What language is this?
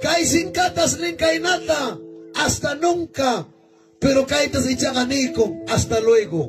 Ayacucho Quechua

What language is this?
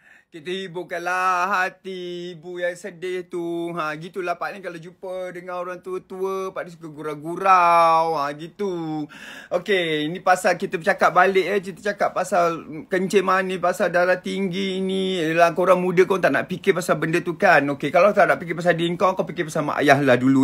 Malay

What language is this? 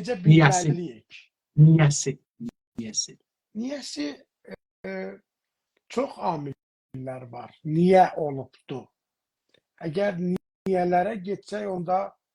South Azerbaijani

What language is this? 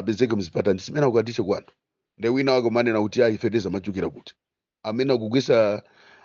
Nyanja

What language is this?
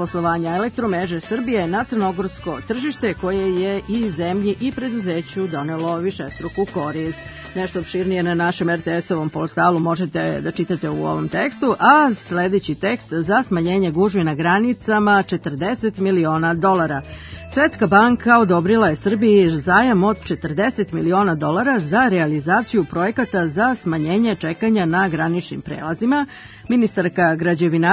Serbian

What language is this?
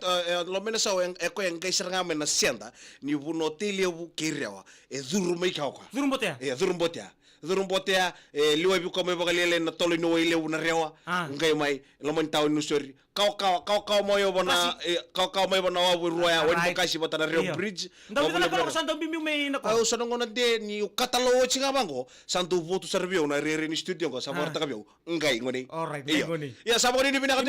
Fijian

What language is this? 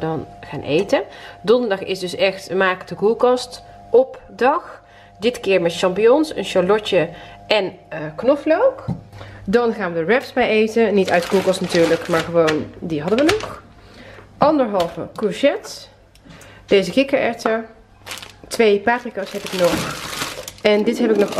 Dutch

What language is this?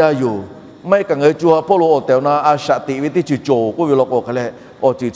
Lahu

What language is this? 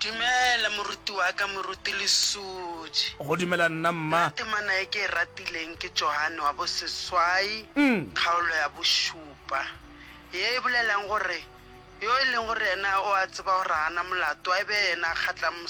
Northern Sotho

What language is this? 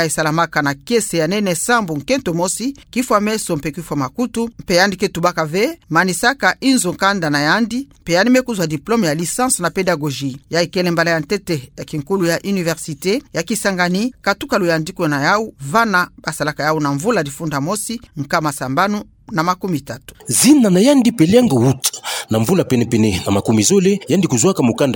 Kituba (Democratic Republic of Congo)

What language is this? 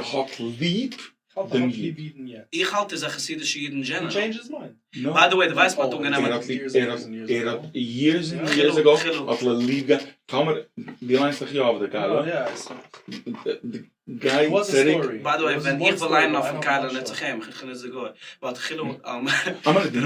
Yiddish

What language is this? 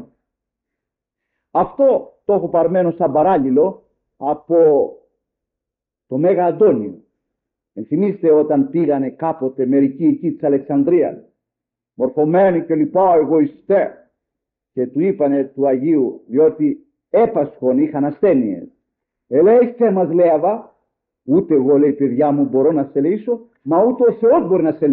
Greek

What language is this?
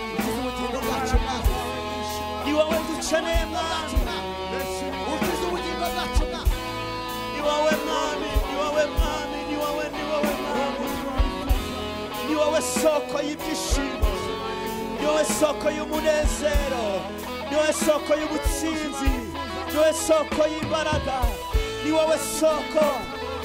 Kinyarwanda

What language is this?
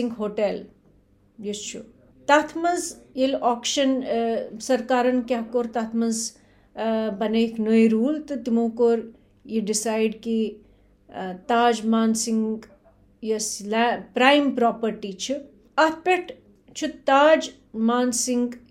Kashmiri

